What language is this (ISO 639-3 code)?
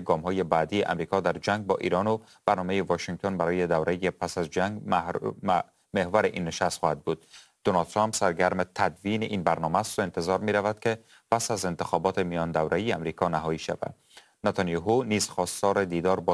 fas